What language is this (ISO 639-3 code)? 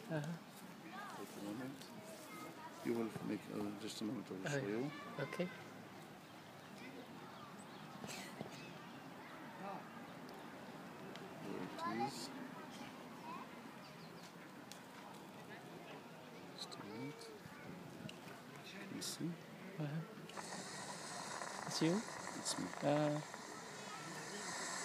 heb